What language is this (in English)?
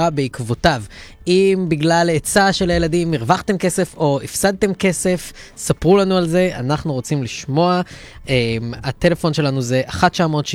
Hebrew